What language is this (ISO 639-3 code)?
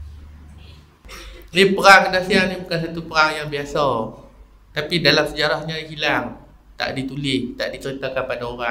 msa